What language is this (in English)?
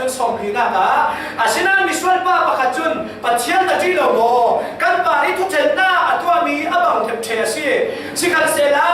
Falam Chin